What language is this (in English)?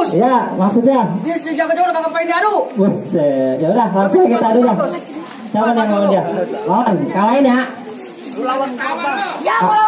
Betawi